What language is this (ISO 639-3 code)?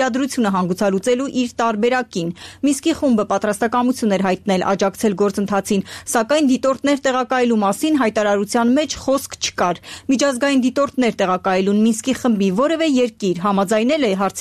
hye